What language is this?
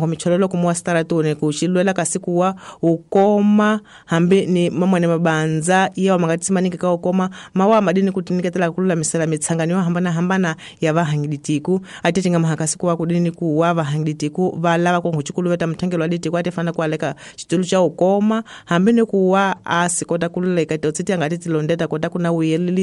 Tsonga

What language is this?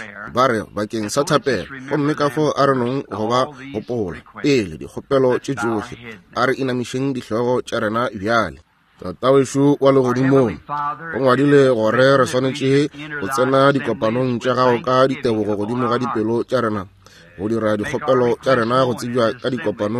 Northern Sotho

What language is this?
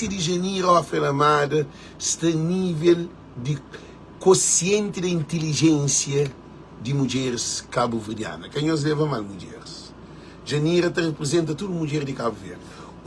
Kabuverdianu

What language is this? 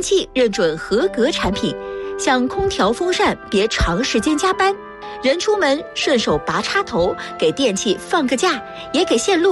Chinese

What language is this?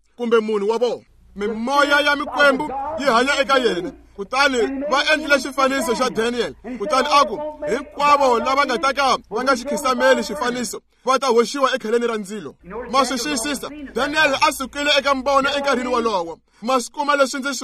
Tsonga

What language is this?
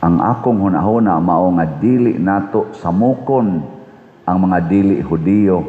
Cebuano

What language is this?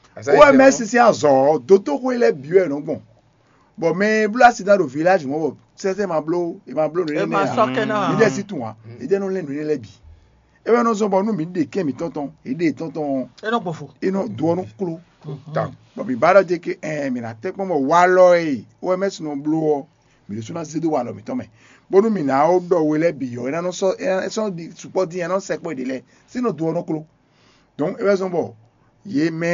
Fon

